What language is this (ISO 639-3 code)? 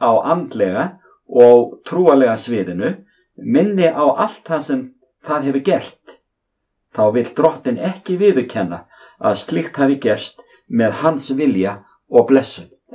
isl